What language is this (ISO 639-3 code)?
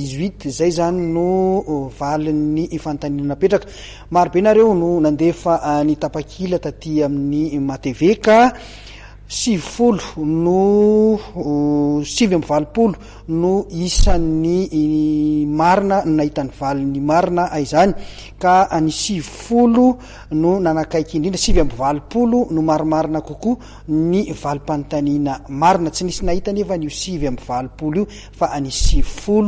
mlg